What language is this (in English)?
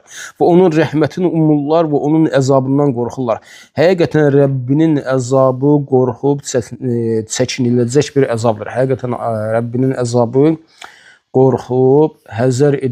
Azerbaijani